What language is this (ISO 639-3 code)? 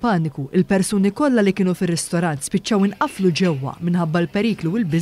mlt